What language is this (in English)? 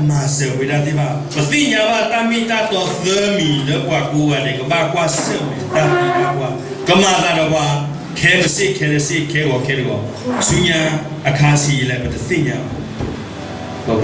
S'gaw Karen